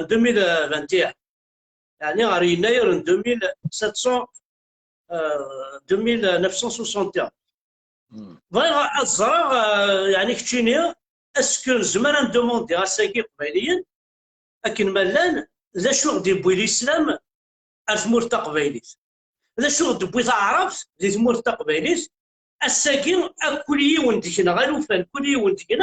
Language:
Kabyle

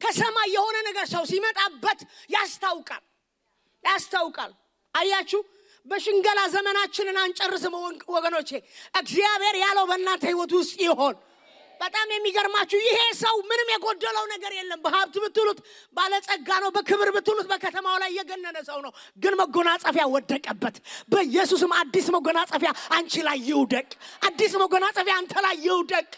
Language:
Amharic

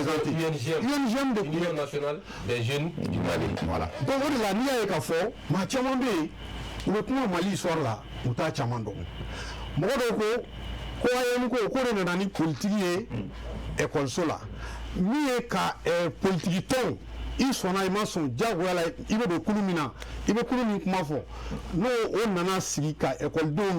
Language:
Bambara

